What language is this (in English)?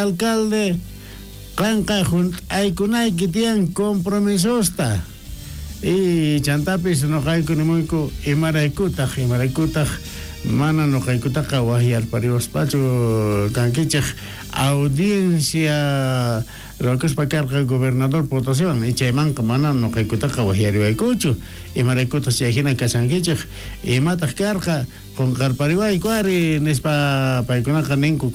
South Bolivian Quechua